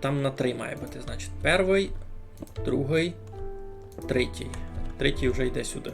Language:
Rusyn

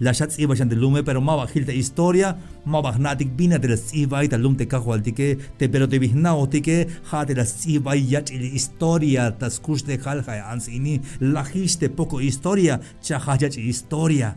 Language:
Tzeltal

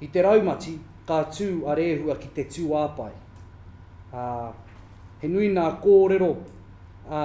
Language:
Māori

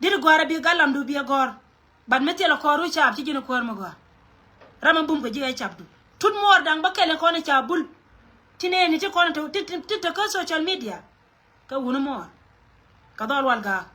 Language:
Nuer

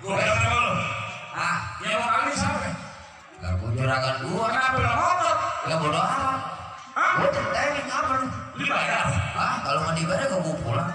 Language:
Betawi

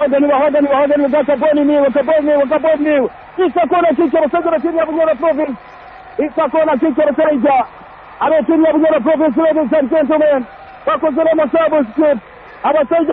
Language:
Swahili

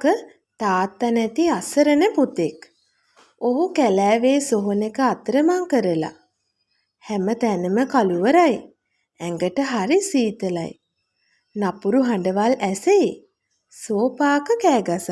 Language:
Sinhala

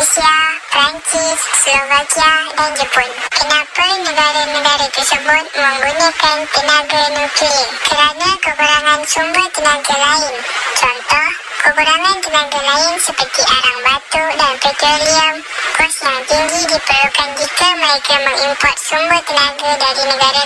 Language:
Malay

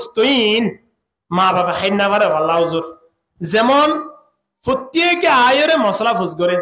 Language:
Rohingya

